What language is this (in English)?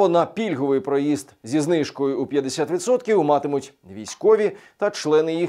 Ukrainian